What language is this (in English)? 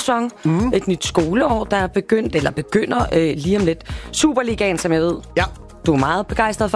Danish